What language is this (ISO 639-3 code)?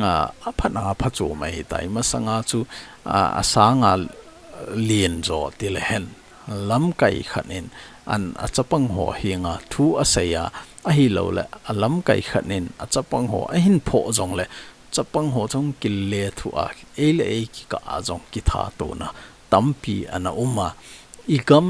tcz